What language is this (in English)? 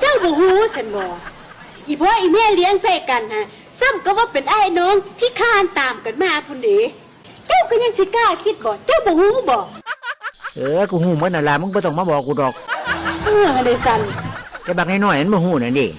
Northeastern Thai